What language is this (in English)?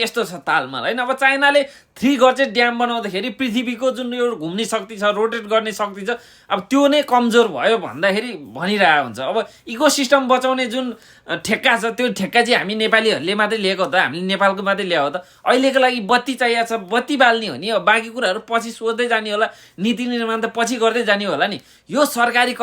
Nepali